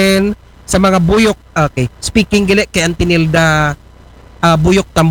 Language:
Aklanon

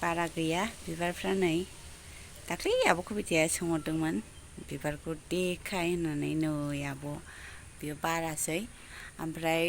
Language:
Bodo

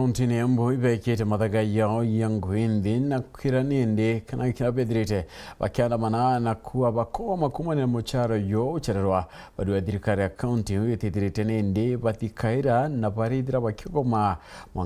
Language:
Meru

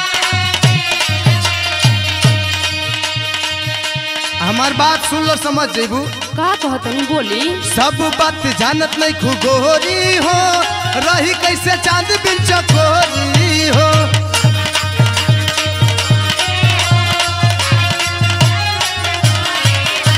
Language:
Bhojpuri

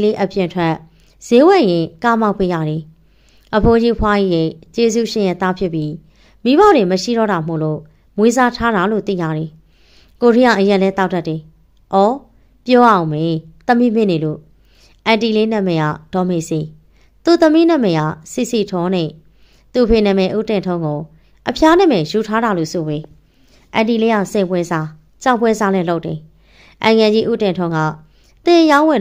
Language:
Burmese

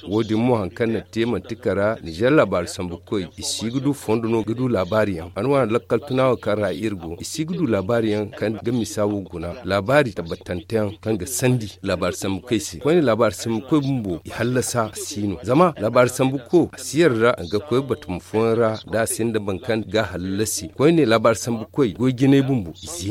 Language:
Zarma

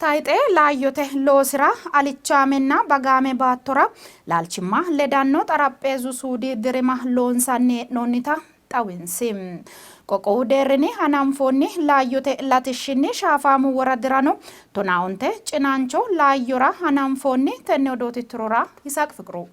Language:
Sidamo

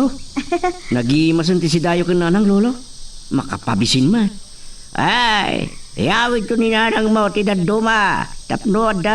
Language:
Iloko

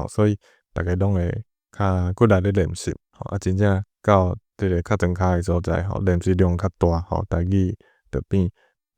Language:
Min Nan Chinese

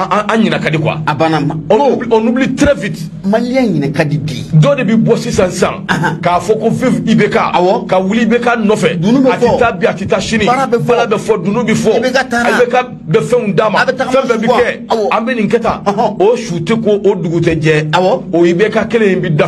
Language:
Bambara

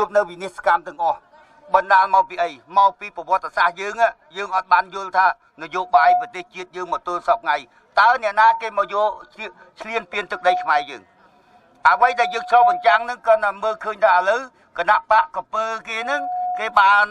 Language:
Khmer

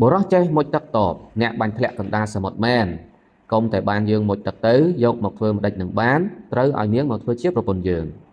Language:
Khmer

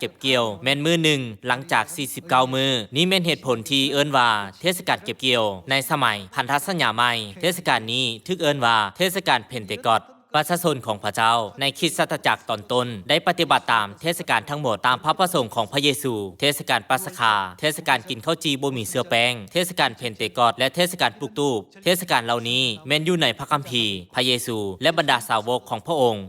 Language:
Lao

